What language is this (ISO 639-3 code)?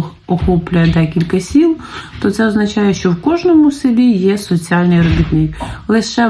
ukr